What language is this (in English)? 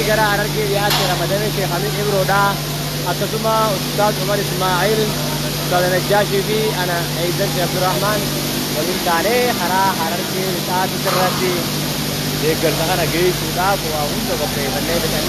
Oromo